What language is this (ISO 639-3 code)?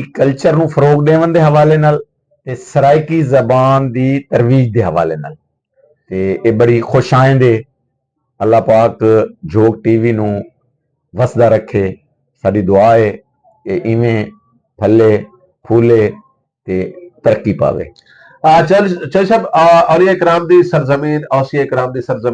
skr